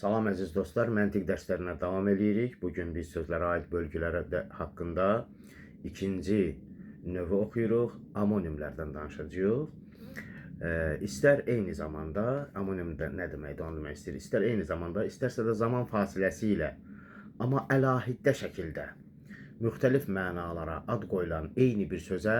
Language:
Azerbaijani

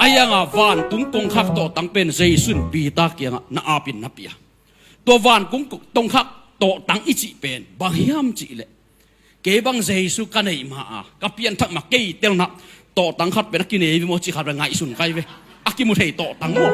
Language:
Tedim Chin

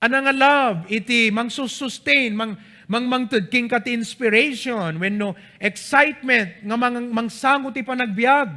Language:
Iloko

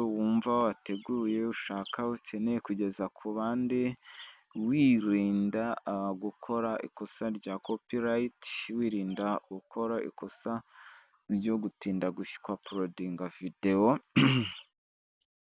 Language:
Kinyarwanda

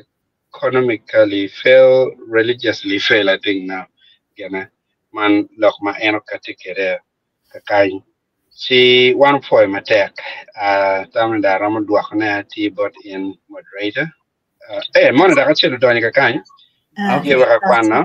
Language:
Acoli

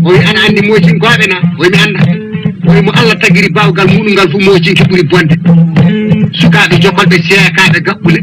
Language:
Fula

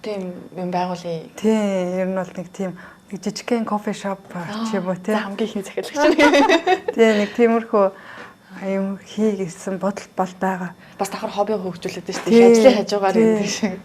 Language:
Mongolian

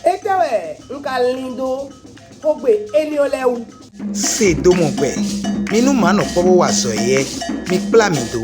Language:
Fon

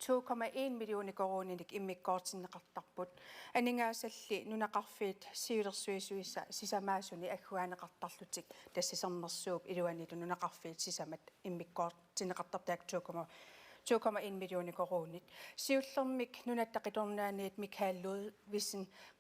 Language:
Kalaallisut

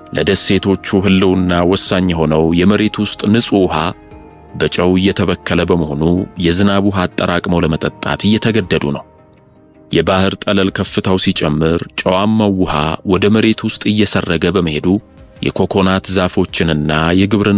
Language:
Amharic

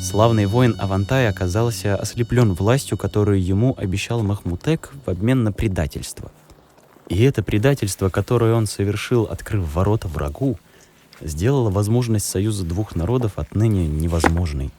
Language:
Chuvash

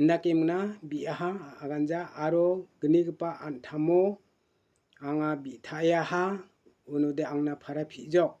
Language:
Garo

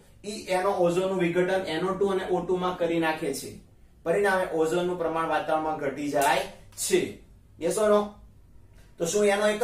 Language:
Gujarati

